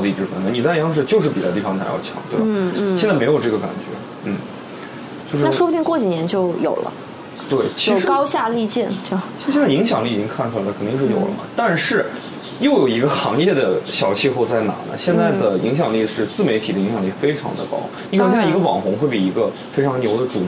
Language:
Chinese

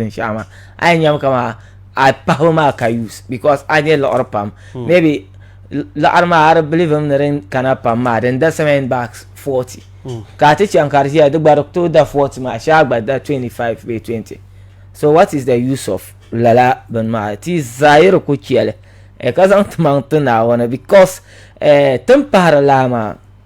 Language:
Dagbani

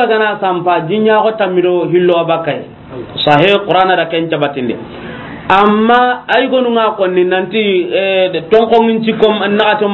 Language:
Soninke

